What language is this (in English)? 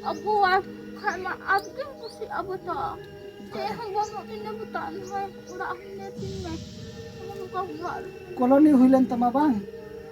Santali